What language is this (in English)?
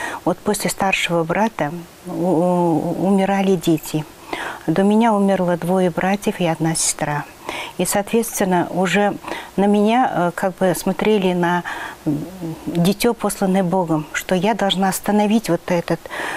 Russian